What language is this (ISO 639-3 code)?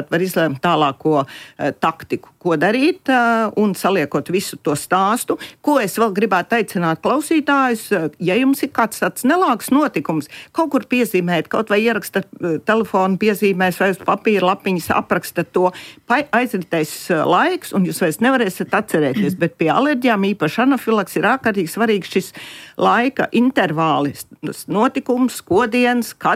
lav